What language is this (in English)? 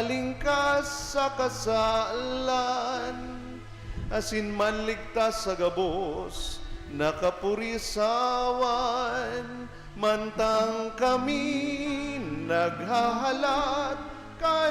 Bikol